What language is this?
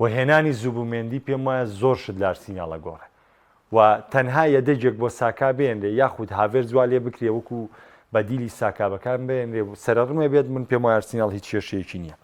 Central Kurdish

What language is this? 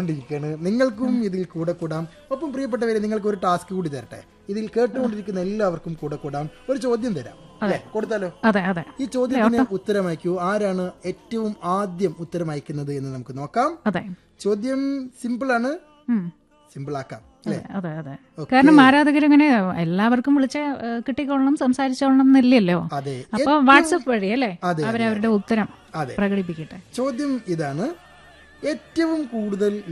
Malayalam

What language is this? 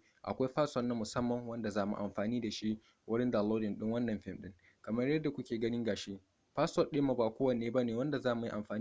Hausa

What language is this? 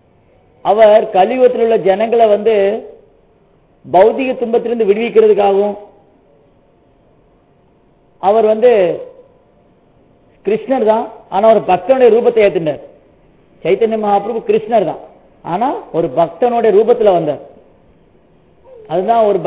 Tamil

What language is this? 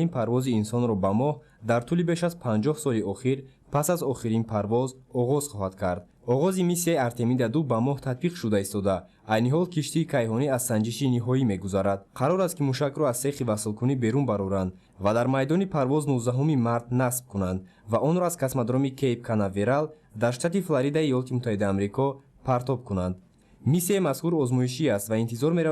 Tajik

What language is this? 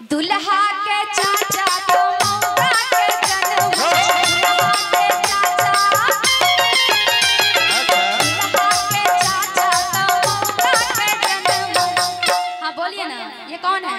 Maithili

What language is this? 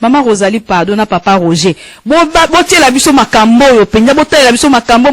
Lingala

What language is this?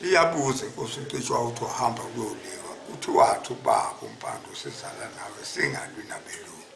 Zulu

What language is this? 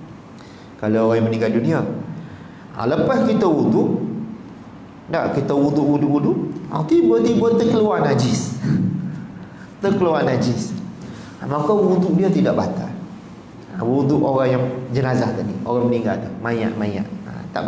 Malay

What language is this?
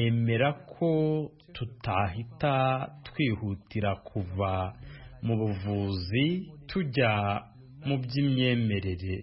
Kinyarwanda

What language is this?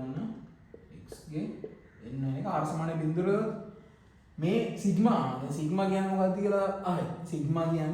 Sinhala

